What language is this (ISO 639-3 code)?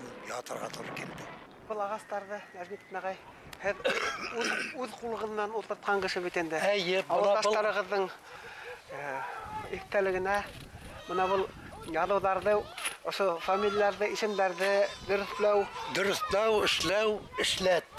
bak